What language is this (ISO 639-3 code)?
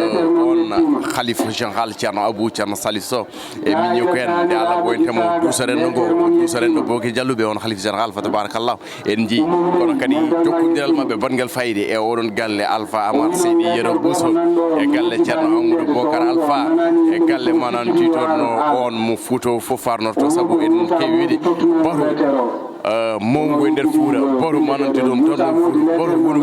ful